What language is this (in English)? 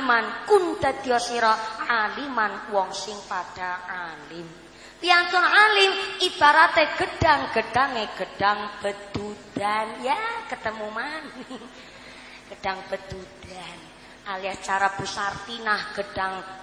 Javanese